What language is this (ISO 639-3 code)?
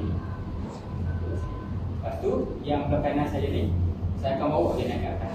msa